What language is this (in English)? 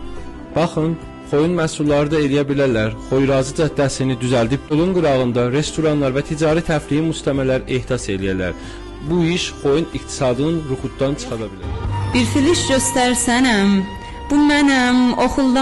South Azerbaijani